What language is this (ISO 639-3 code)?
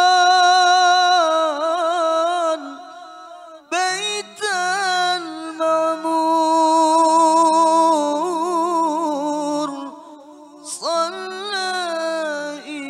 ara